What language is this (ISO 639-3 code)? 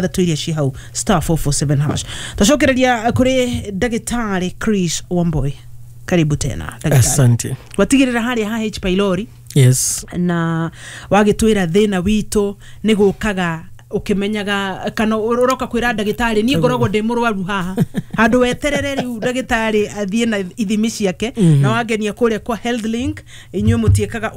kik